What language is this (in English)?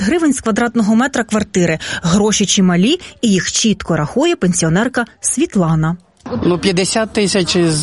Ukrainian